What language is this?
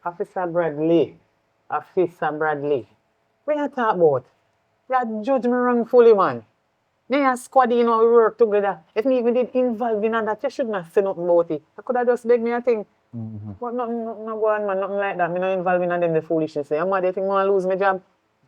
Jamaican Creole English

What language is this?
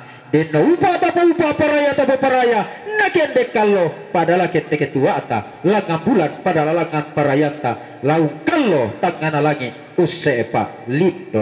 Toraja-Sa'dan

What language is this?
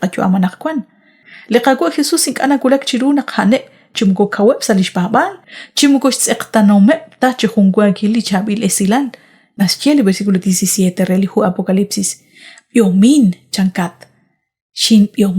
Kekchí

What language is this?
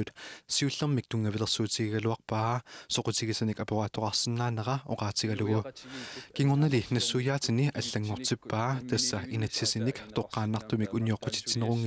Kalaallisut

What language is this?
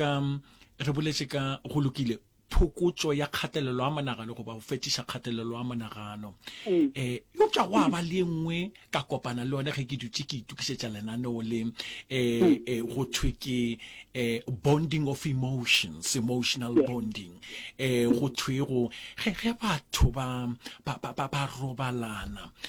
Northern Sotho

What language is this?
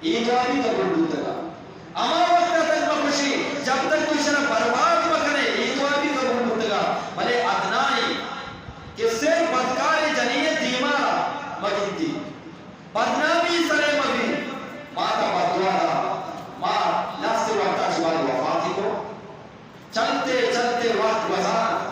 Eastern Balochi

